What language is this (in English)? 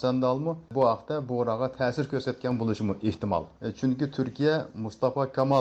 Uyghur